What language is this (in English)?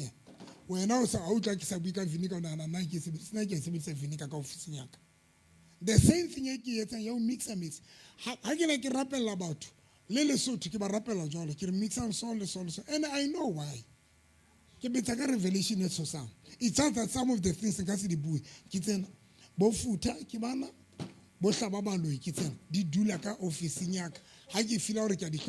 Southern Sotho